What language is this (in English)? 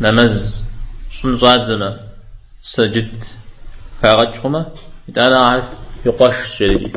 Kabardian